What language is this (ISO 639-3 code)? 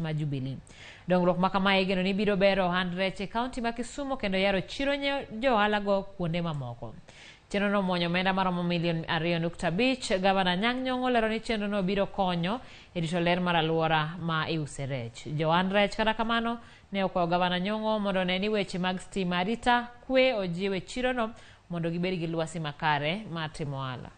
luo